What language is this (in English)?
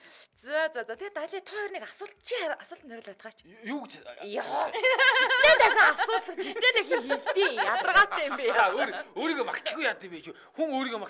Mongolian